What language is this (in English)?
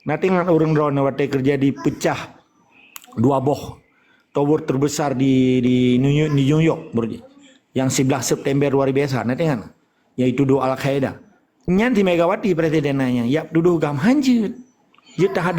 Achinese